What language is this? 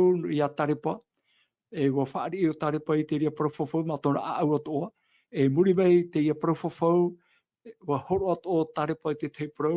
Tahitian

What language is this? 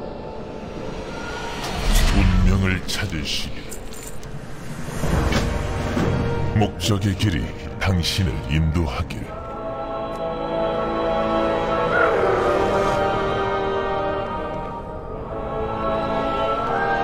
Korean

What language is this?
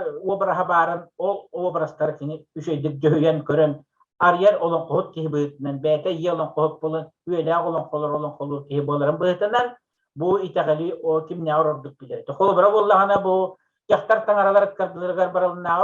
Yakut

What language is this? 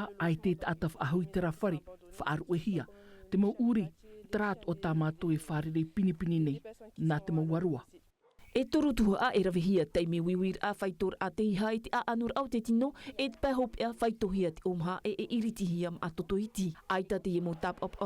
Tahitian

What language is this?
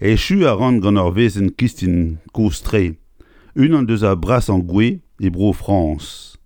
Breton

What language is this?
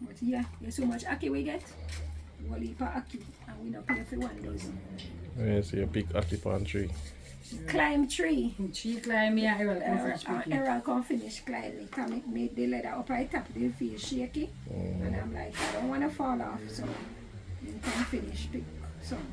Jamaican Creole English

